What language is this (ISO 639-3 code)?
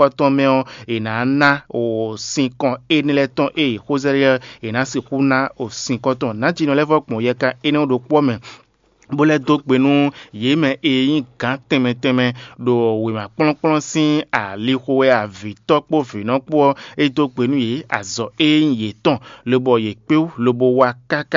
fon